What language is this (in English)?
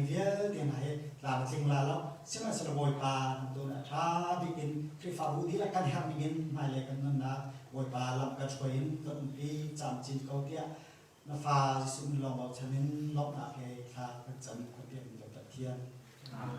Hakha Chin